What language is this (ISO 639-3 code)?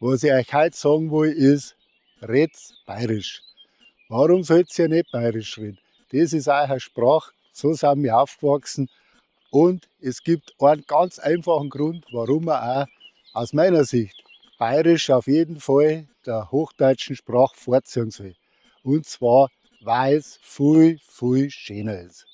bar